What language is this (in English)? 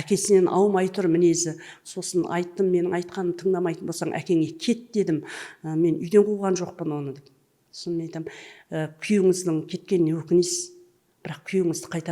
Kazakh